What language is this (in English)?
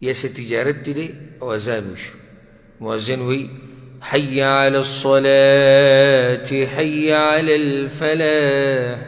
Pashto